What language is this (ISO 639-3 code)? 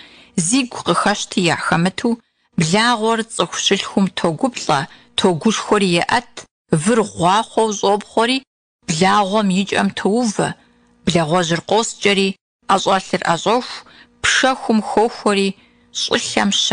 kbd